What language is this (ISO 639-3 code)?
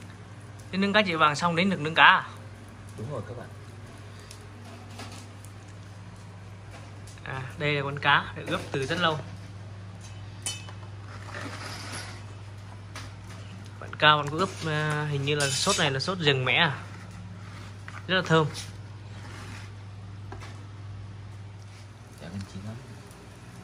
vie